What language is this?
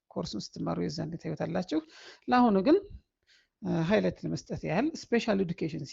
Amharic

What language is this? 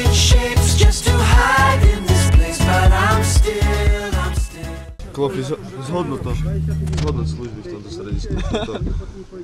Slovak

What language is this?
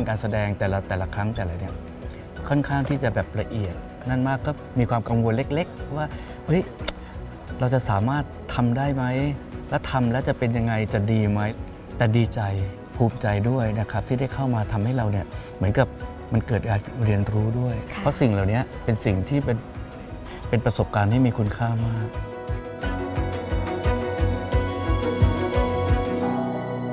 Thai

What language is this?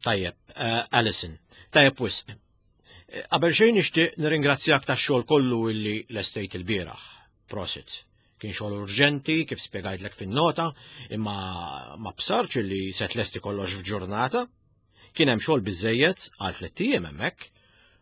Maltese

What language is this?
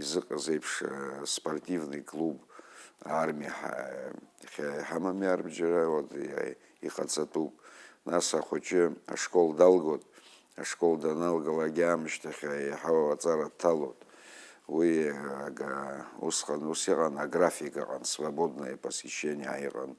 Abkhazian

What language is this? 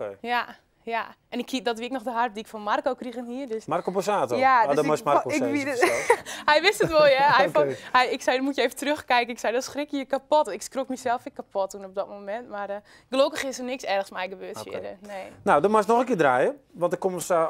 Western Frisian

